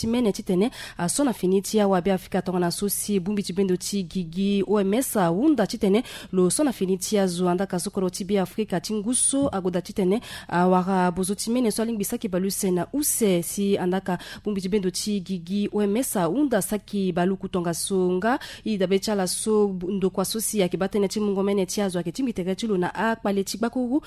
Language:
Sango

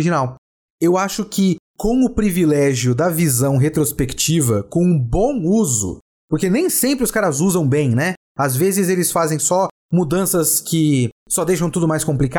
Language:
Portuguese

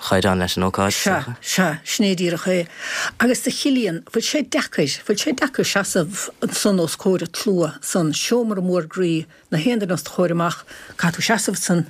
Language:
Irish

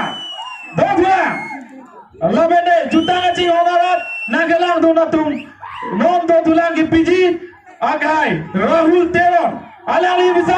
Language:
Karbi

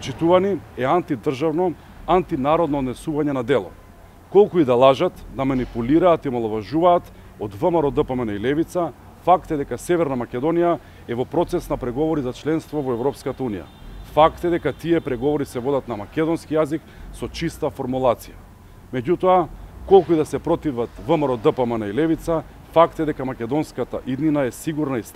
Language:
Macedonian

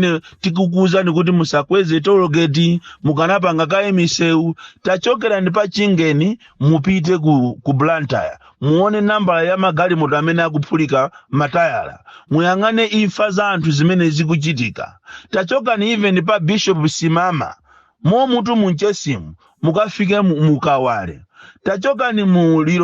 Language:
Nyanja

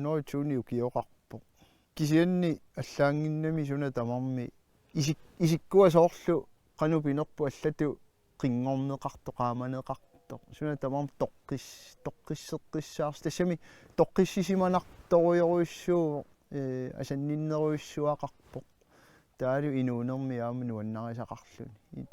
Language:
Kalaallisut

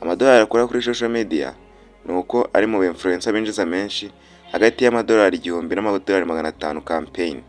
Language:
Kinyarwanda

